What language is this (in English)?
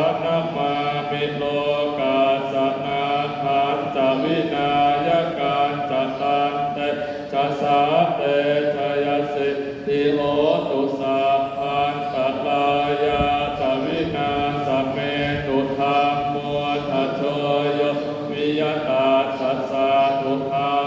Pali